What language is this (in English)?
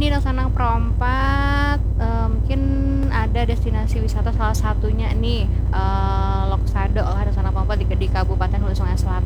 Banjar